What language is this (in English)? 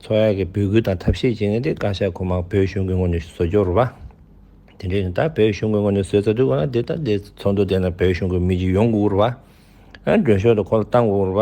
Tibetan